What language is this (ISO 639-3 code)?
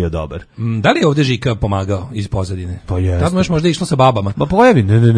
srp